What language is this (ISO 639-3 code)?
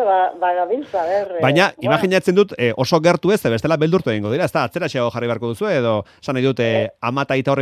eus